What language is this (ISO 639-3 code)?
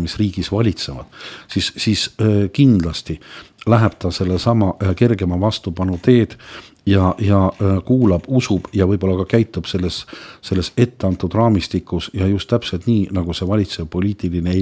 est